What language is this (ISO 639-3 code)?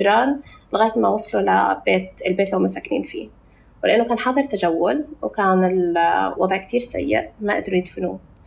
apc